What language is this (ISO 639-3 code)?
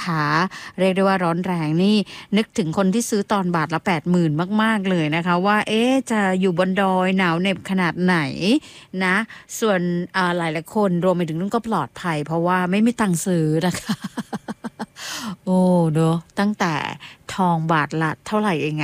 tha